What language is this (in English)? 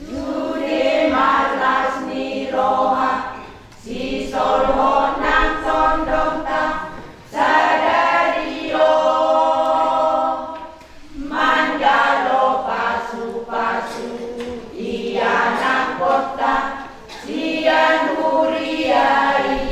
Batak Toba